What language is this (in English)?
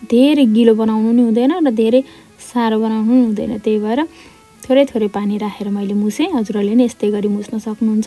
Nepali